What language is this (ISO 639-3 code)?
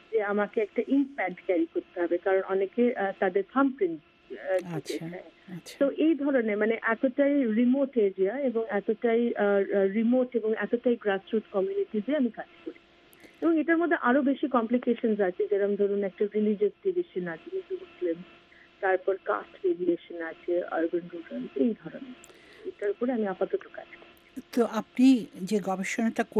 ben